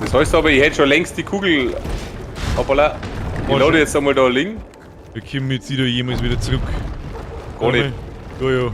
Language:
Bavarian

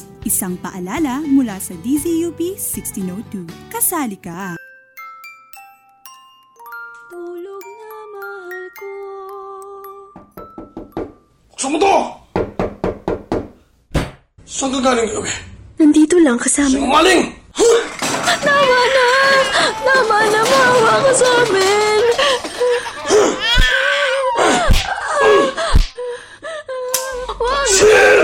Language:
Filipino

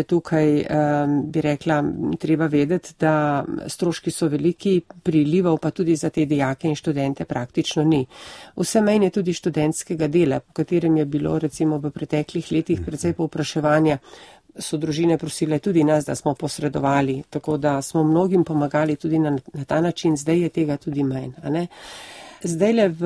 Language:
Slovenian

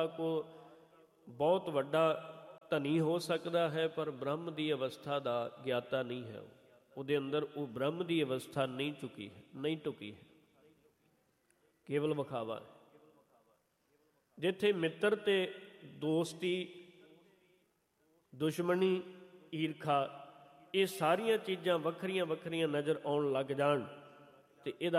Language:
Punjabi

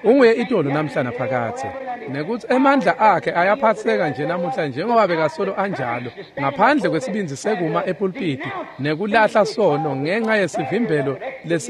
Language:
Swati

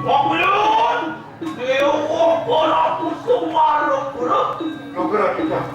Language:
Balinese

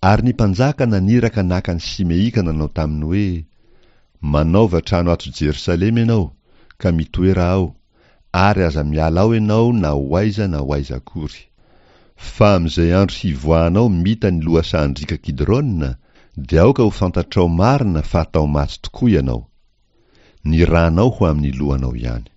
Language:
Malagasy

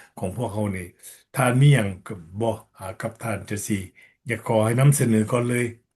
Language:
Lao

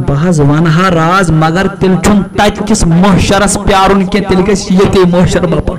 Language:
Kashmiri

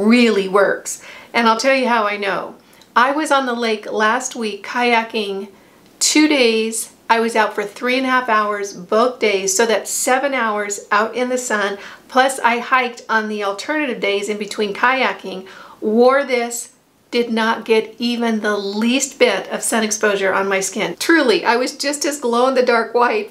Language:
English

